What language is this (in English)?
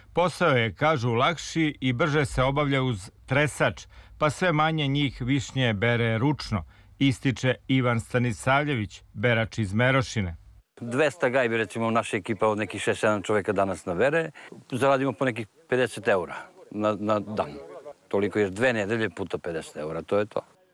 Serbian